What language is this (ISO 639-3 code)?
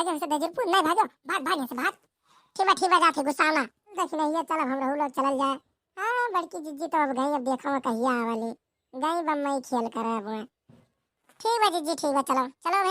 awa